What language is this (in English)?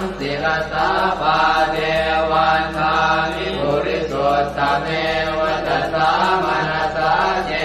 Pali